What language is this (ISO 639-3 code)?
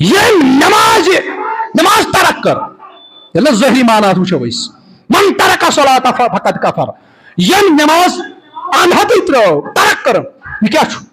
kas